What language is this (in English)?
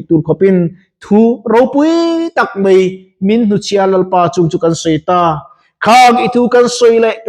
Mizo